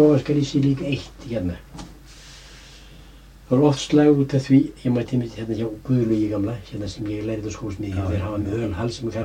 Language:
Icelandic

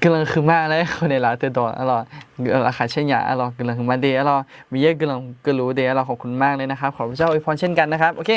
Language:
Akha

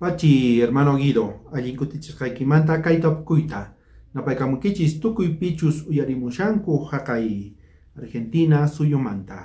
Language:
South Bolivian Quechua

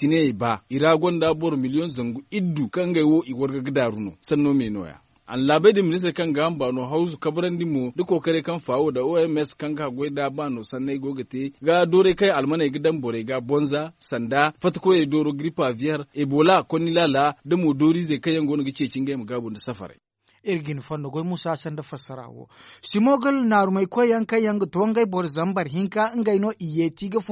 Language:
Zarma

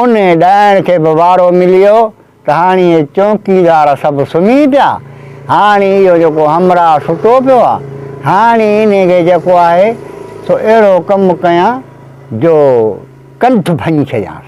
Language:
Sindhi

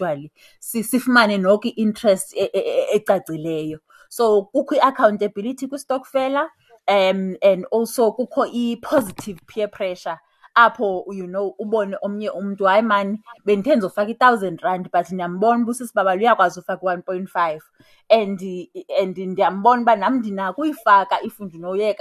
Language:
Xhosa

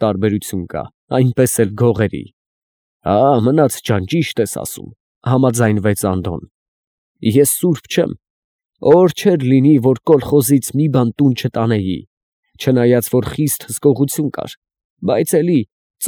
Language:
Armenian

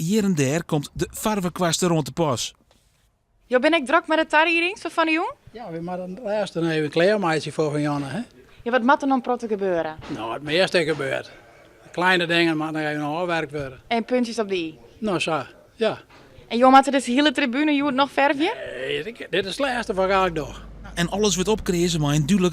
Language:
Western Frisian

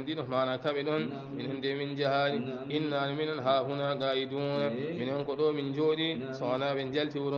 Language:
Fula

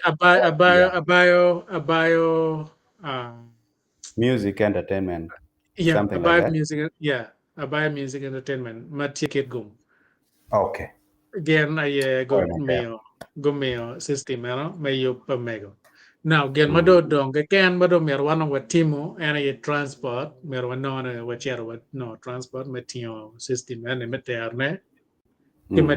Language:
Acoli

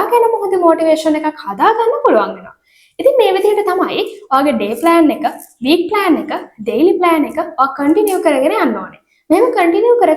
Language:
Sinhala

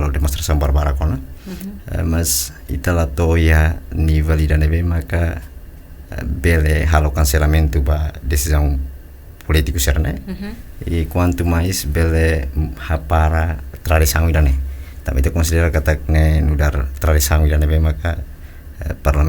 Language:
Tetum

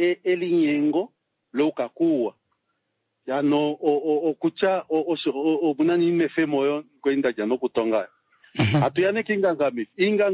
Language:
Kuanyama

